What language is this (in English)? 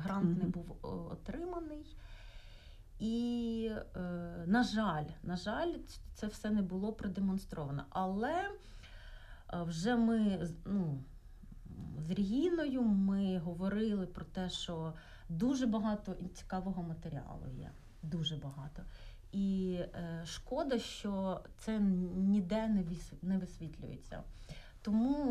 Ukrainian